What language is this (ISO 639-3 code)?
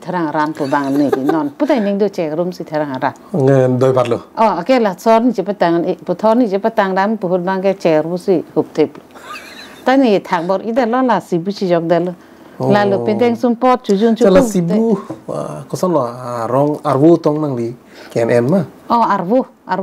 mjw